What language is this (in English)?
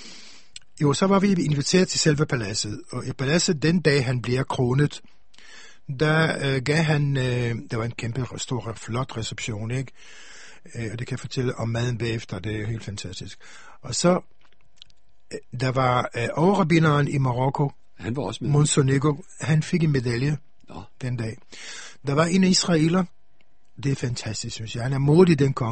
Danish